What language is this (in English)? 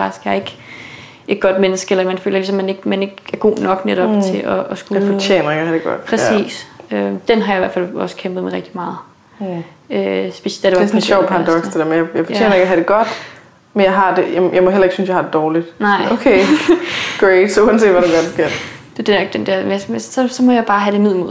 Danish